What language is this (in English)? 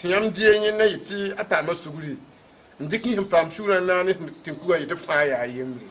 Mossi